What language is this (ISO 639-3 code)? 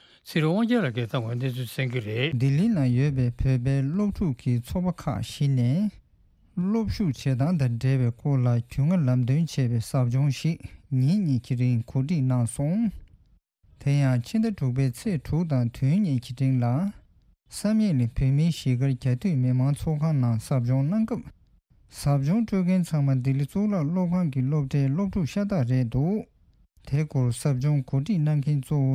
bod